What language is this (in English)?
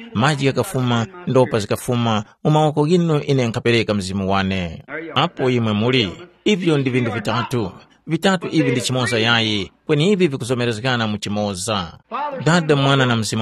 Tumbuka